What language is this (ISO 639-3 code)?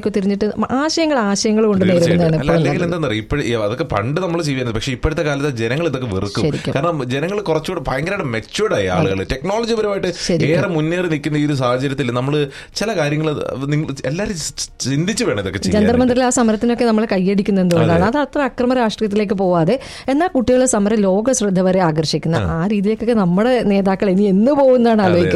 mal